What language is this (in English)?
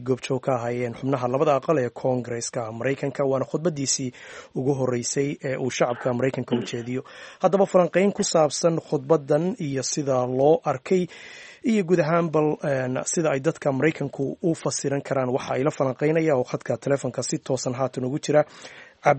Somali